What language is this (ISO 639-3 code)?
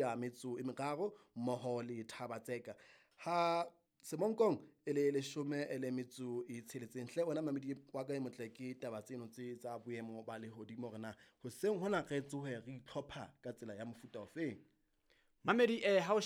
sot